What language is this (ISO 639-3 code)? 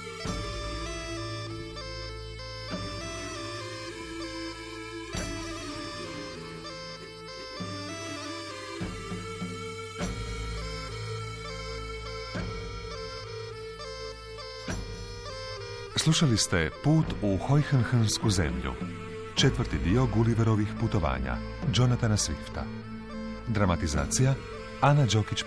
hrv